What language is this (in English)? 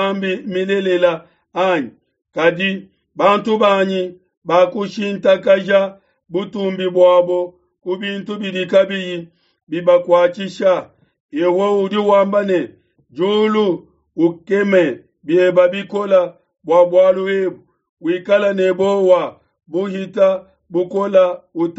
Luba-Lulua